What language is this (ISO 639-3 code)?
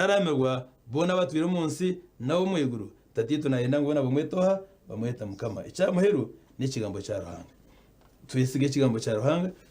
nyn